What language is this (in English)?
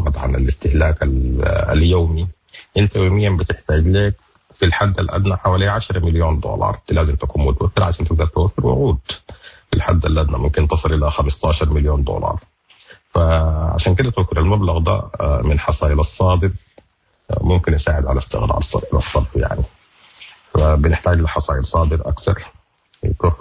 Sudanese Arabic